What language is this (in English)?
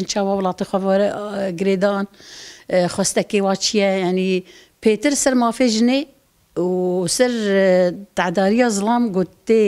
Kurdish